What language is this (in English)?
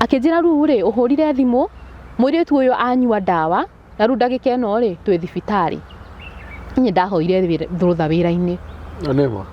Kikuyu